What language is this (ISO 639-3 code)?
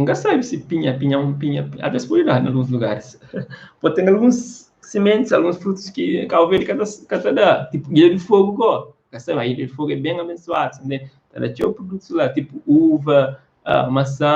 kea